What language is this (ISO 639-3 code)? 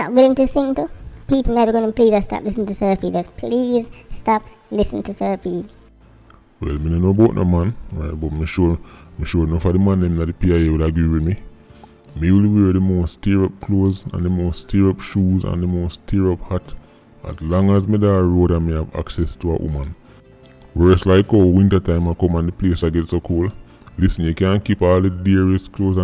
jam